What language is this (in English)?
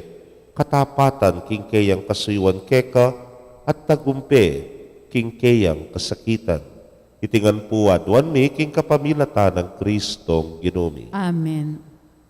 Pampanga